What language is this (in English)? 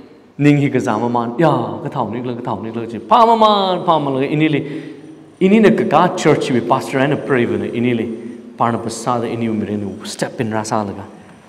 Tangkhul Naga (India)